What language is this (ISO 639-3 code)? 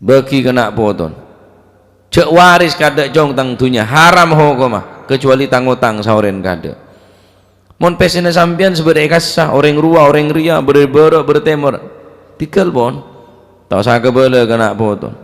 mad